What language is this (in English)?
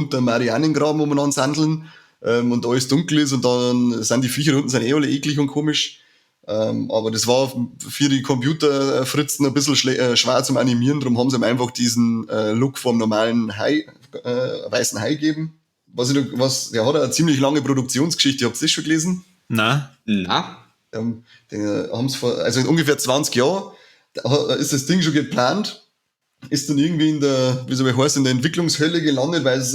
Bavarian